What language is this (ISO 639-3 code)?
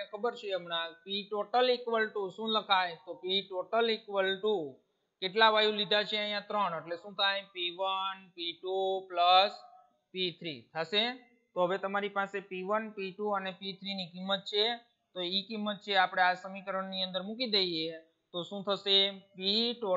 guj